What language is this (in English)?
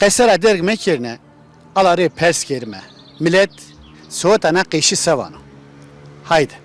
Zaza